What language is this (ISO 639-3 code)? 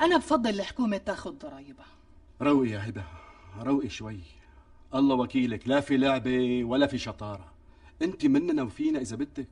apc